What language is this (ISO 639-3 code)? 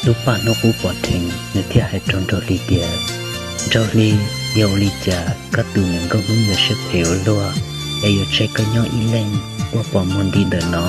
hmn